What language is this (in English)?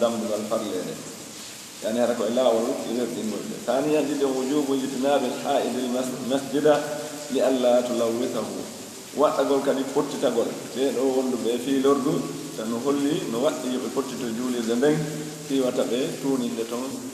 Pular